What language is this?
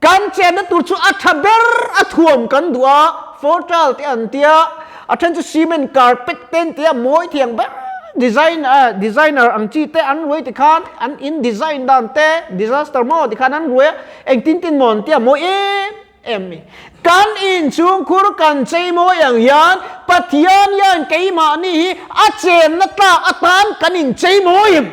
Mizo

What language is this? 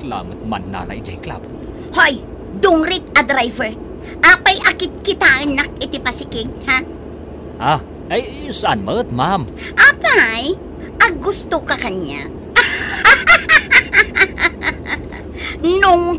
Iloko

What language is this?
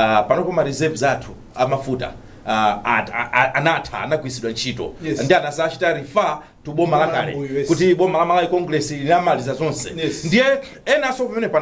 Nyanja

